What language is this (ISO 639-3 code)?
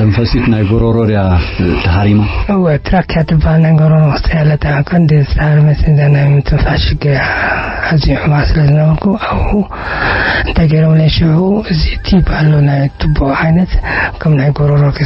tir